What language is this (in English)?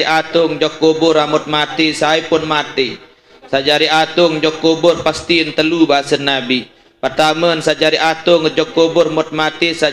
Sasak